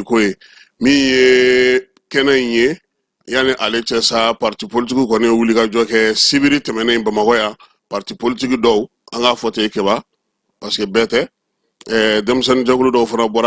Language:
Bambara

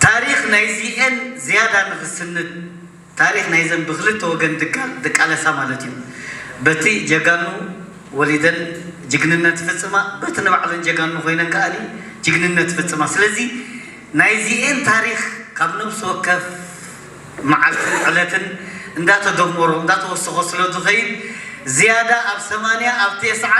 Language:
Tigrinya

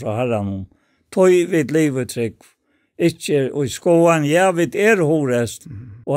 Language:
Faroese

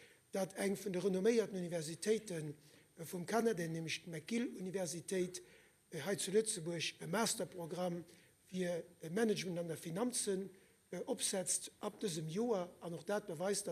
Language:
Luxembourgish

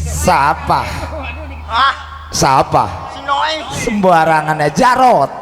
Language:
Betawi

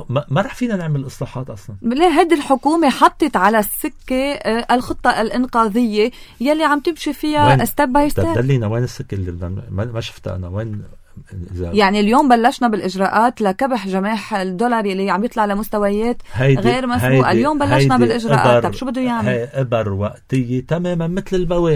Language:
North Levantine Arabic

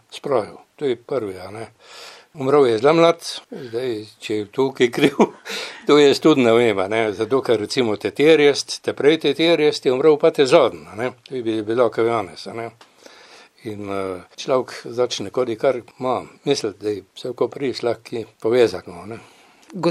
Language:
Slovenian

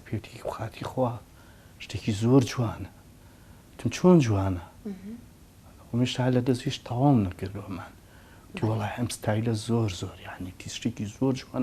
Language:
Central Kurdish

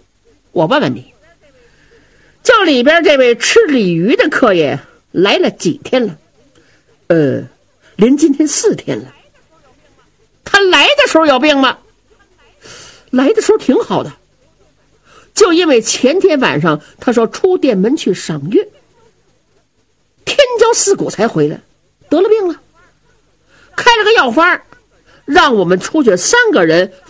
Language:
Chinese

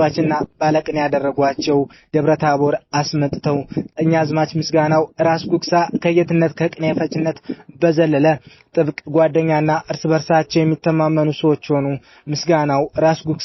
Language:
Amharic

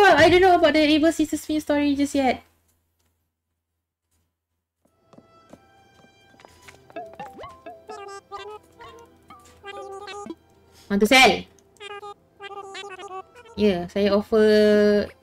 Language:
Malay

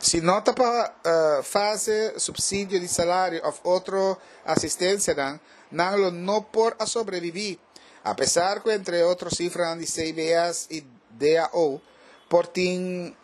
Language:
Papiamento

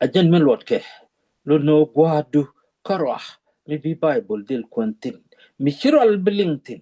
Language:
Nuer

